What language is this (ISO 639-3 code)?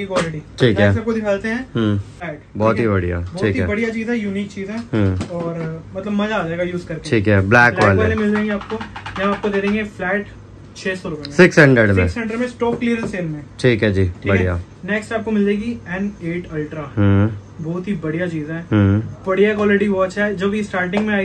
hin